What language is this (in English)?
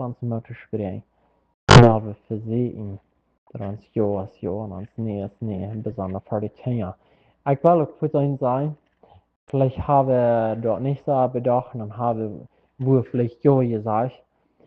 Plautdietsch